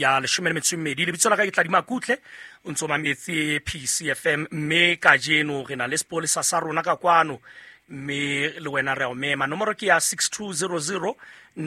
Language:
Southern Sotho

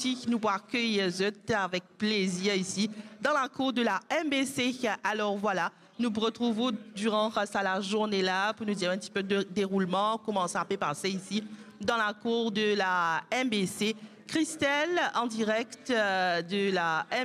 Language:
Morisyen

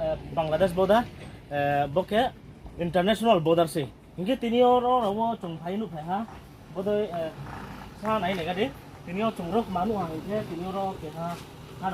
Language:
Riang (India)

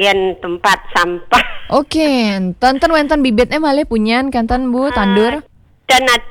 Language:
Balinese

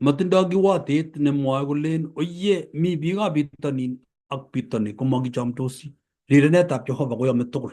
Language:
Kalenjin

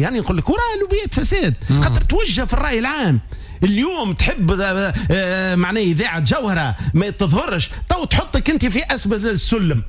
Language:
Tunisian Arabic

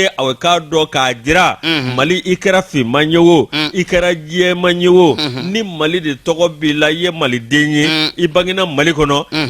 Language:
Bambara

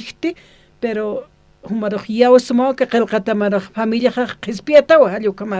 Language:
Aymara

